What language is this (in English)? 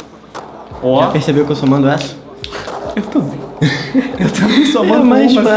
Portuguese